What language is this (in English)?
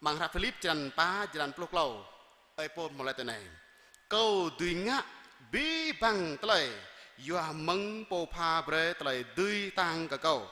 Jarai